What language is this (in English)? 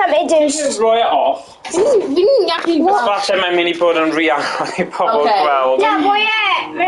Welsh